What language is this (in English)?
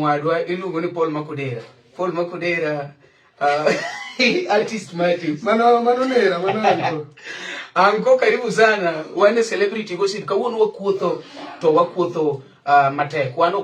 Luo (Kenya and Tanzania)